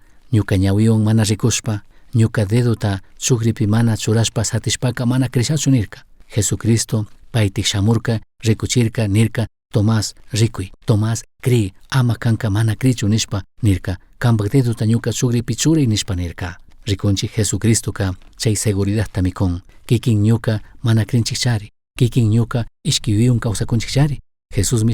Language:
Chimborazo Highland Quichua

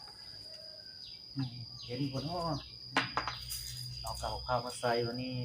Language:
Lao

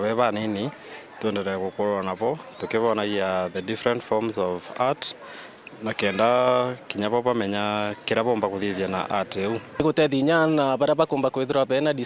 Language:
Meru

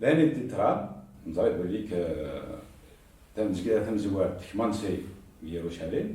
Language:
Kabyle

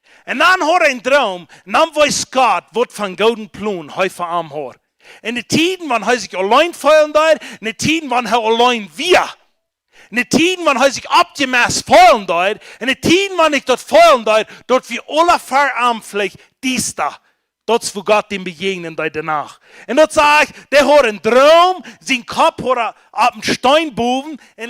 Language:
Plautdietsch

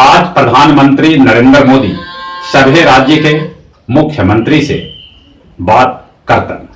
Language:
Magahi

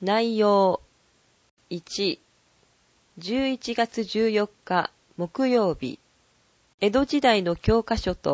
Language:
Japanese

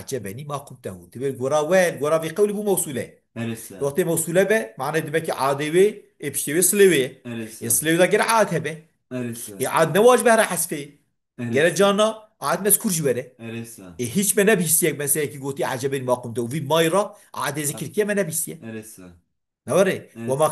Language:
Kurdish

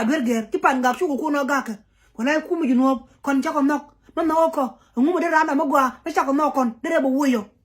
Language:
Nuer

